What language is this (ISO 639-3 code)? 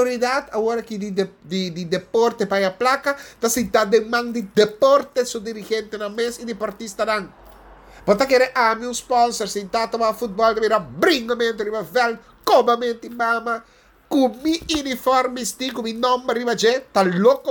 pap